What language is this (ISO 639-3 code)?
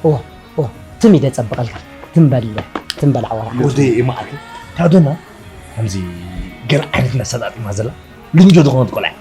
tir